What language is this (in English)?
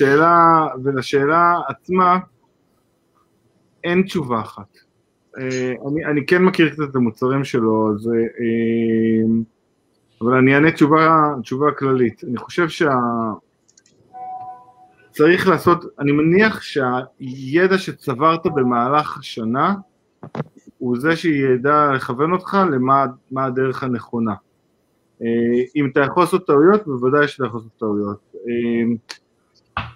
Hebrew